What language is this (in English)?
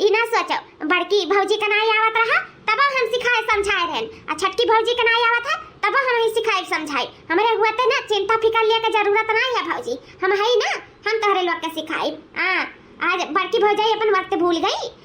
Awadhi